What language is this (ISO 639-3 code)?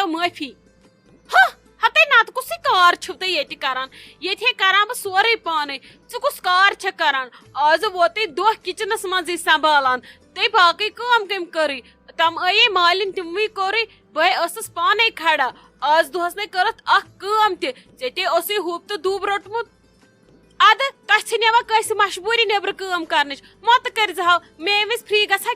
kas